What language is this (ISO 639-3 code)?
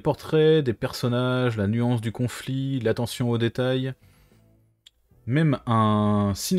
fra